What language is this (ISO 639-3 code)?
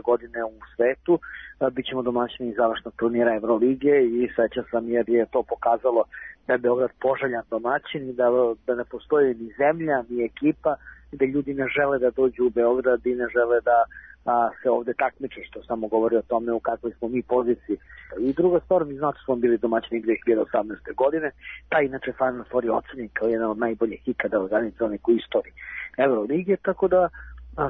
srp